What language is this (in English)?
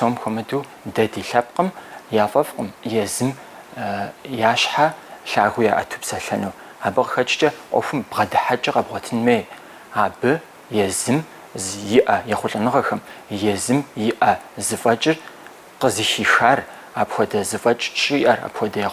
Kabardian